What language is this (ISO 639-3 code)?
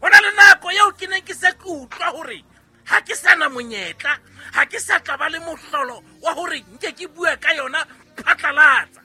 sot